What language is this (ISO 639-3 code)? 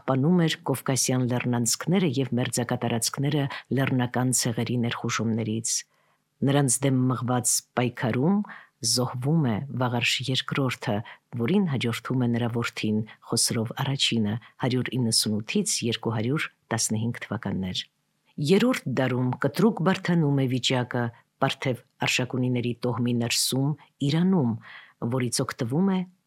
hye